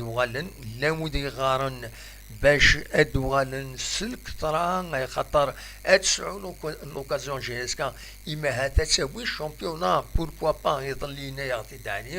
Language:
Kabyle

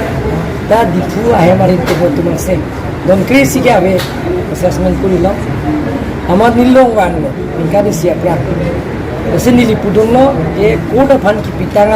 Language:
Karbi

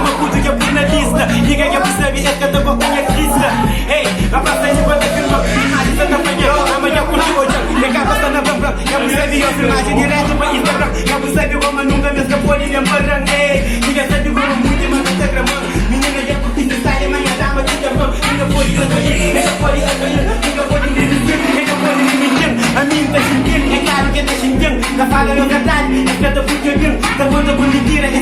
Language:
Kabuverdianu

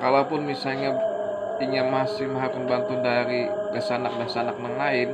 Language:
Banjar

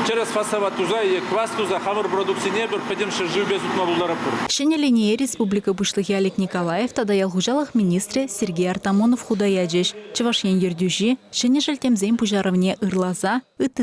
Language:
Chuvash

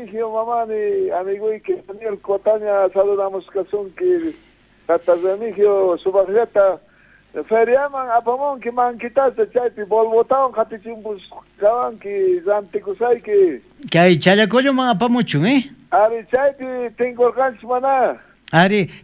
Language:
South Bolivian Quechua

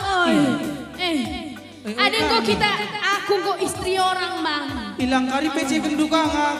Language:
Batak Karo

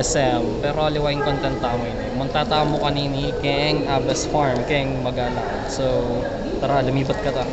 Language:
Pampanga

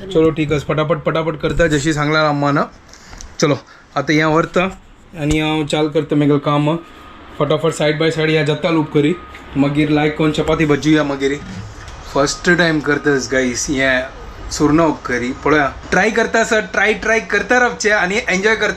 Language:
Konkani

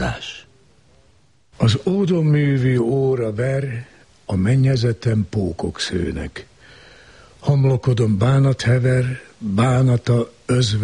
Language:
Hungarian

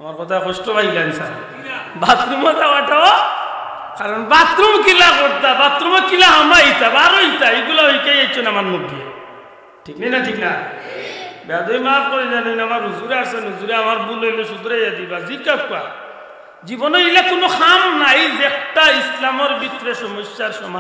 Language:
Sylheti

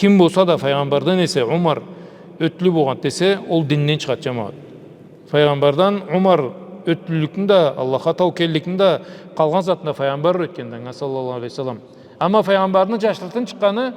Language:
Karachay-Balkar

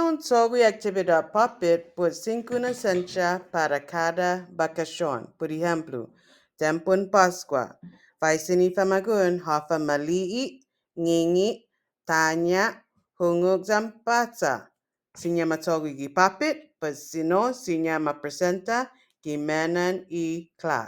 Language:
Chamorro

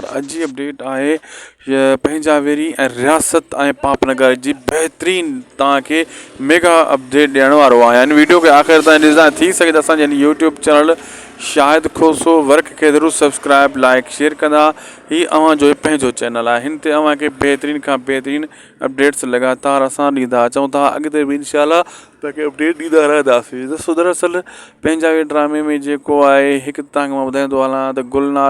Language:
Sindhi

